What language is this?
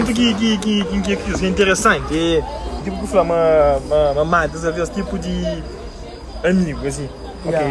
Kabuverdianu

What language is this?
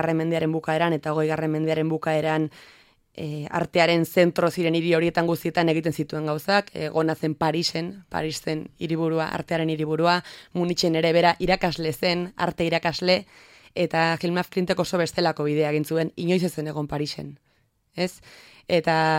Basque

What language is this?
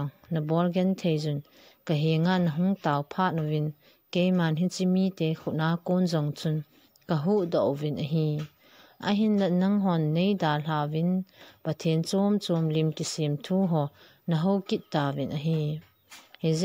Thado Chin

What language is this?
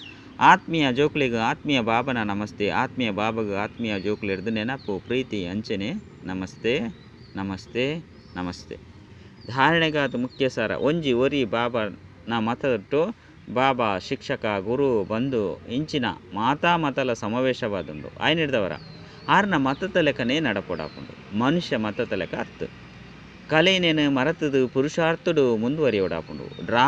Tulu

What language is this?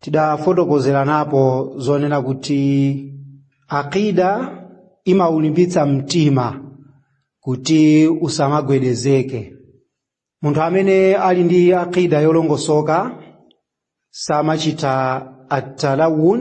Nyanja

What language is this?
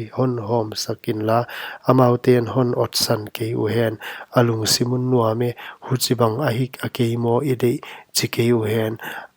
Paite Chin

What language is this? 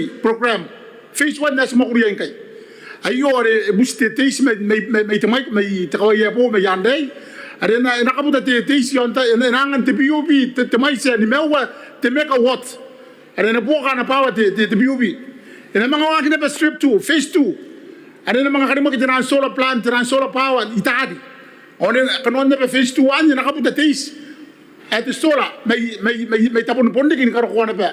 Gilbertese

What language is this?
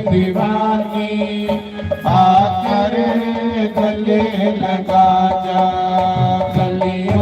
Dogri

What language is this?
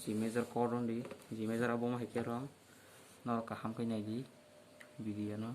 Kok Borok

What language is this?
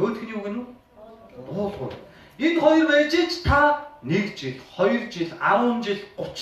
Mongolian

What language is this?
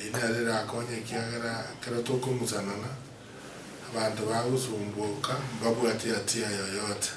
Gusii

